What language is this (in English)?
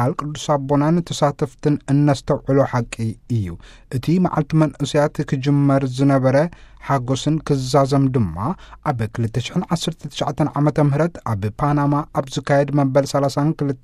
Tigrinya